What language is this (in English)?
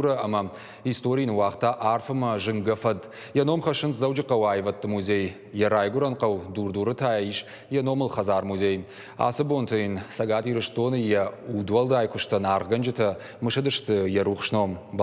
Ossetic